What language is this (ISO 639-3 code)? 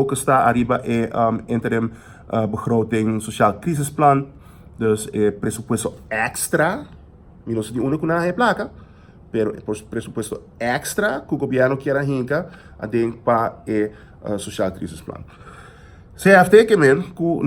pap